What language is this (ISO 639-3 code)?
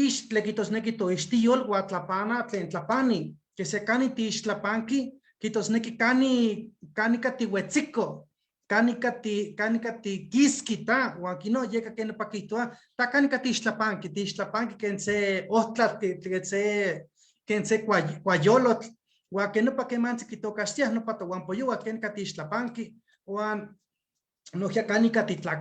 nhe